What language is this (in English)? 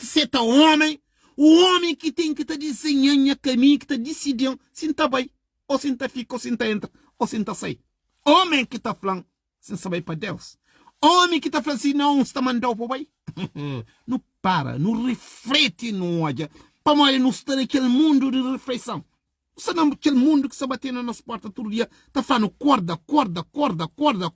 Kabuverdianu